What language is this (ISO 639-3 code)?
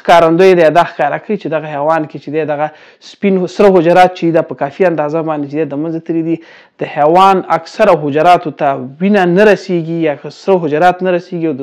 pus